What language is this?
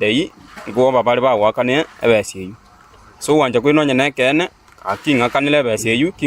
Gusii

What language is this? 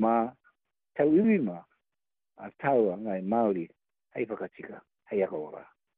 Māori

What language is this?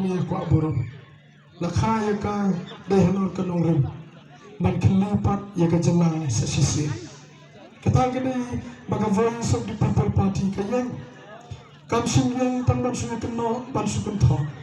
Khasi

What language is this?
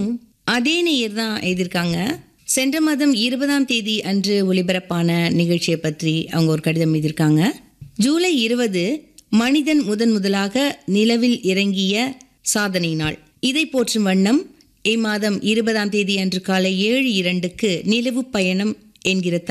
Tamil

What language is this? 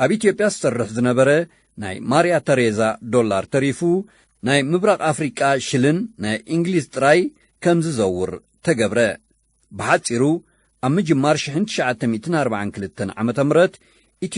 Tigrinya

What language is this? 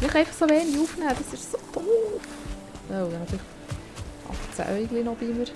Swiss German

